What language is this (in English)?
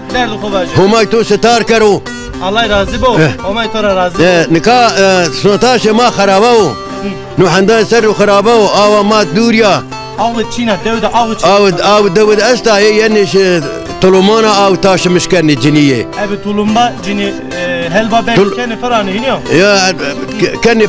Zaza